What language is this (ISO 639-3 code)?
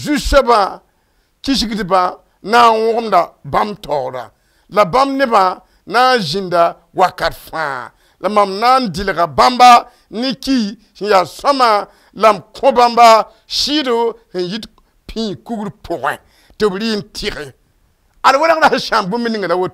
mos